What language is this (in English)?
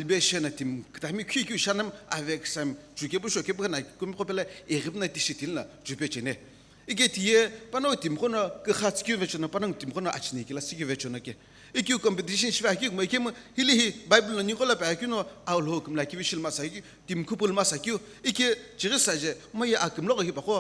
Sumi Naga